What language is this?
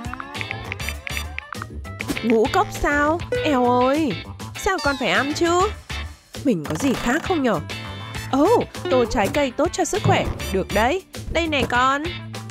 Vietnamese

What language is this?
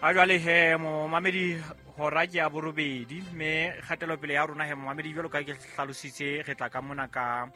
Southern Sotho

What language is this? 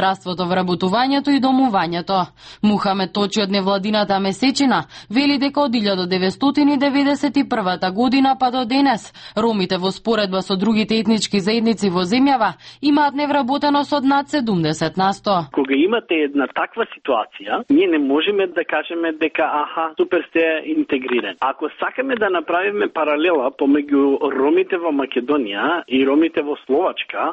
Macedonian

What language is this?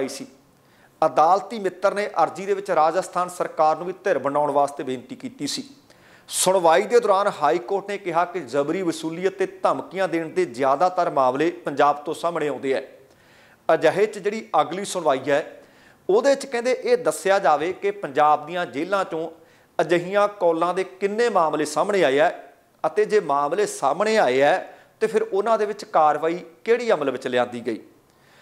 Punjabi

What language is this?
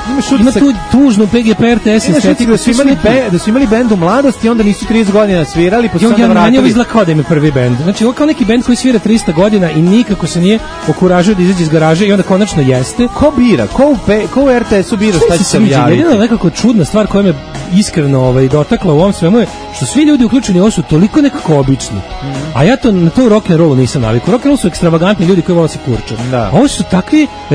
Serbian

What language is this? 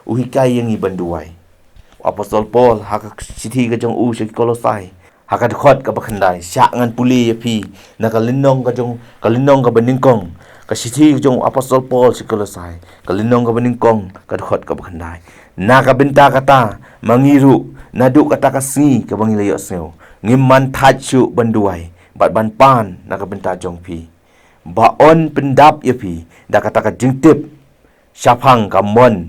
Khasi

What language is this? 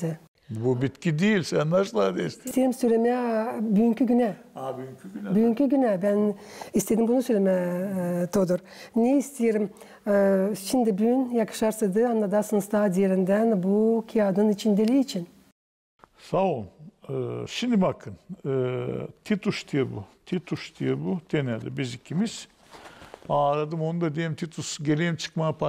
Gagauz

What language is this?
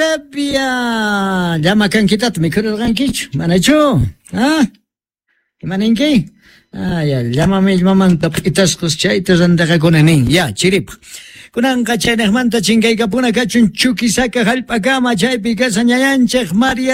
Quechua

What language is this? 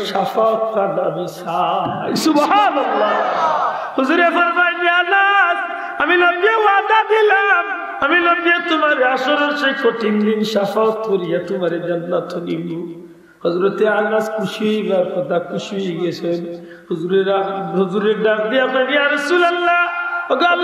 Sylheti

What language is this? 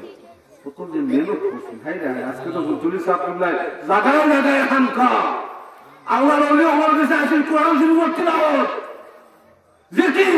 Bangla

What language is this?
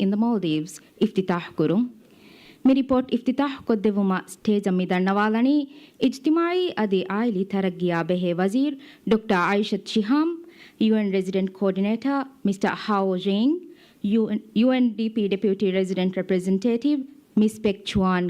Divehi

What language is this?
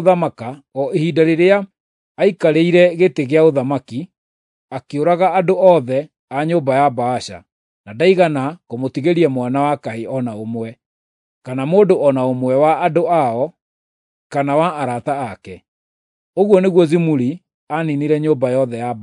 Kikuyu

